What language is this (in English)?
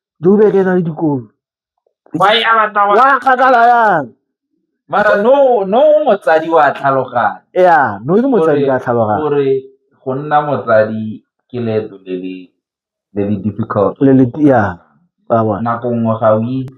Tswana